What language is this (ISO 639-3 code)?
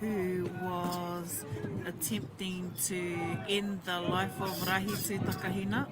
mri